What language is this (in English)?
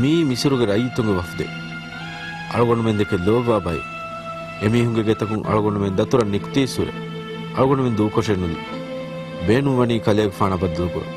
Divehi